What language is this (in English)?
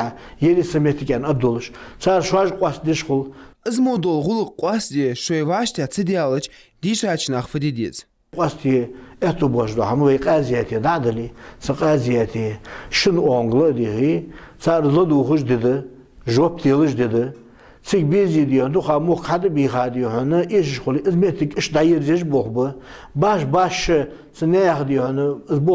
Ingush